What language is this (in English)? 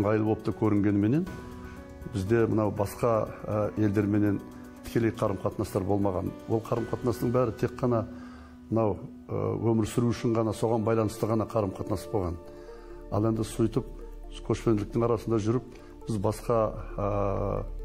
Kazakh